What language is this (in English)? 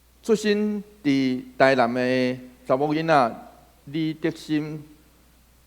Min Nan Chinese